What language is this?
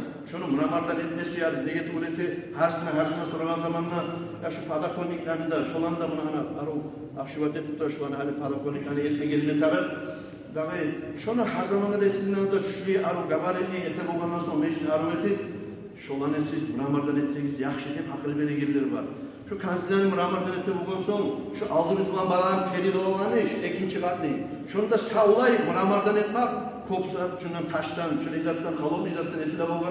Kumyk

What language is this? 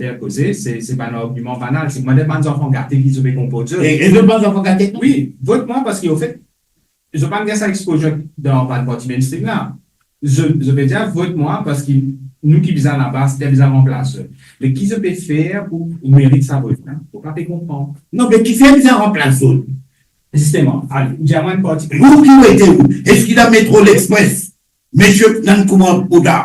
Morisyen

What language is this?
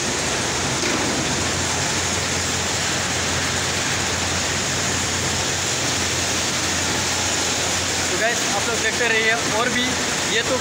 Hindi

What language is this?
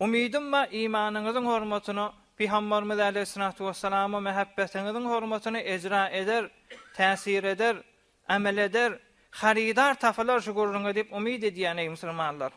Turkmen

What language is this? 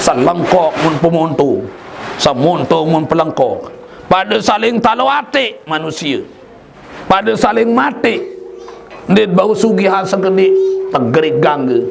Sasak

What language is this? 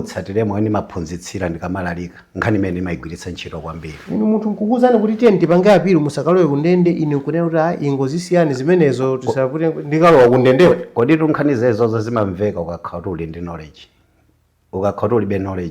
Nyanja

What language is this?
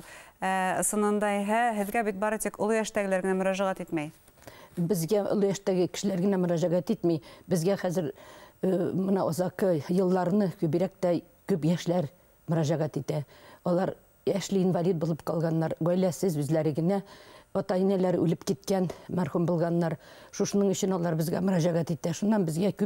Bashkir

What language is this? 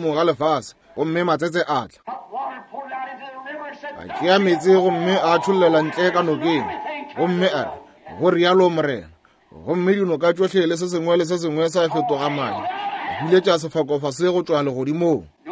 Northern Sotho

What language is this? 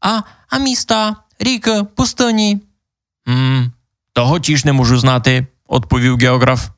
Rusyn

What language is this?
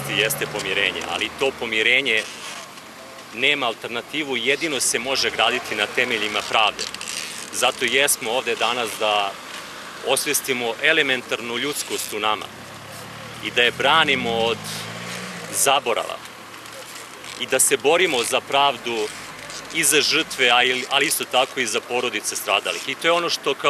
Bosnian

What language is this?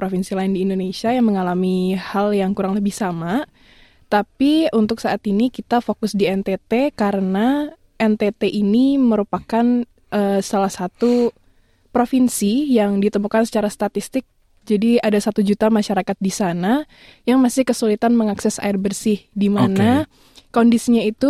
Indonesian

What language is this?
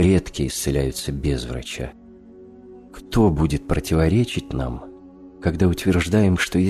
Russian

